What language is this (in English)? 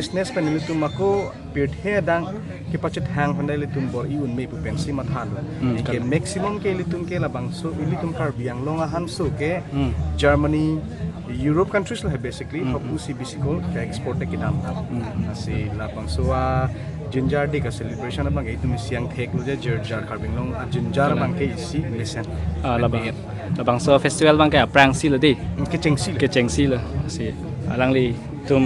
Karbi